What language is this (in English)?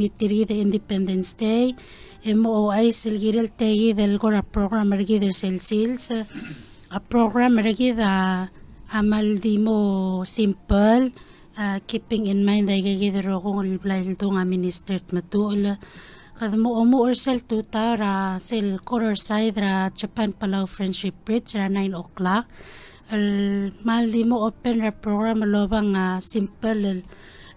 Palauan